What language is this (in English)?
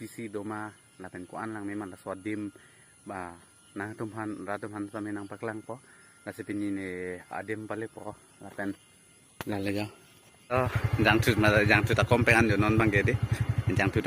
Karbi